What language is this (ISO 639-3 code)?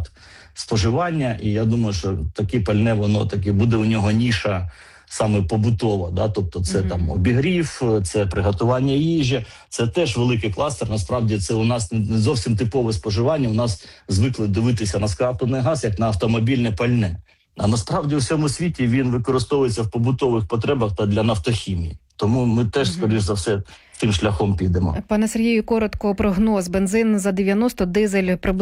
ukr